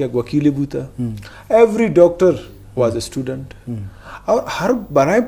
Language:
Eastern Balochi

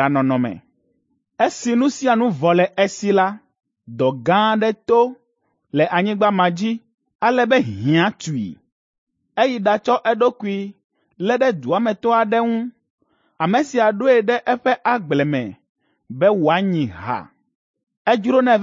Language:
Ewe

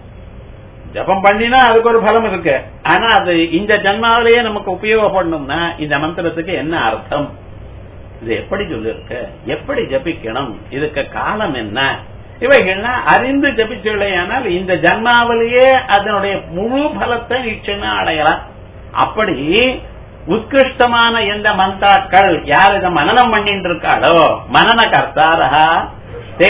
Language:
Tamil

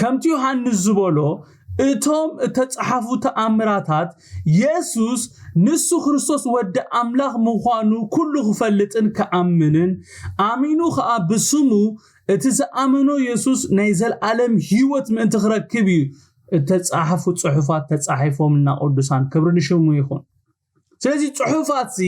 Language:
Tigrinya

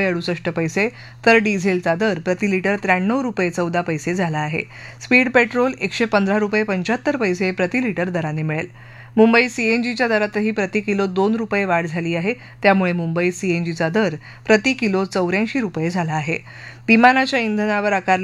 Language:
Marathi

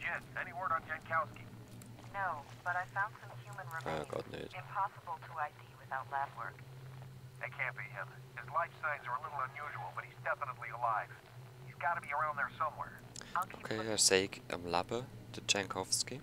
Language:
Swiss German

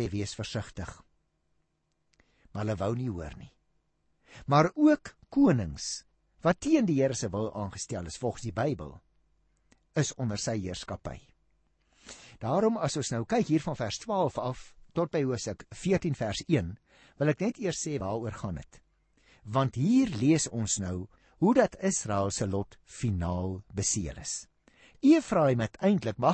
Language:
Afrikaans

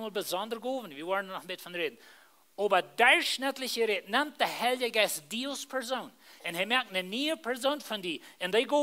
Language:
Plautdietsch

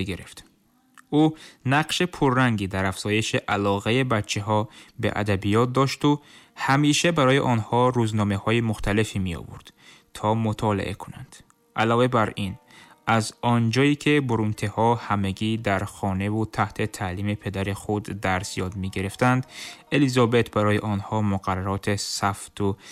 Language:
Tajik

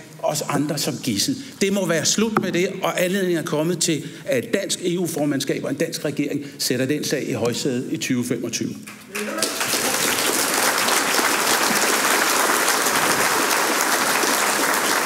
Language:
Danish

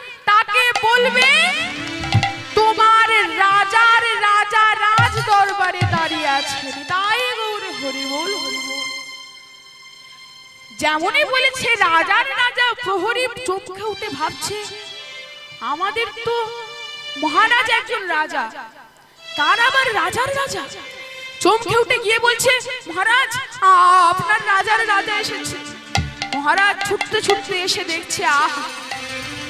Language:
Bangla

